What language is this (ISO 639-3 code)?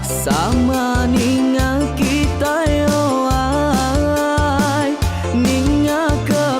iba